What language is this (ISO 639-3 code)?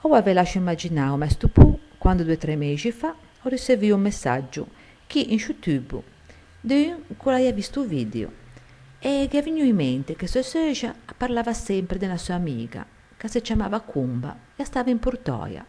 lij